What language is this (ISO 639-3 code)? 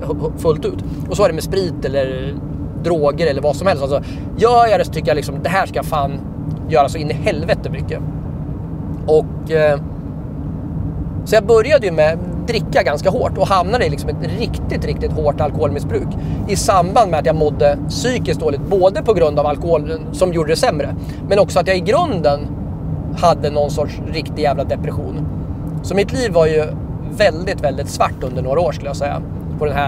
swe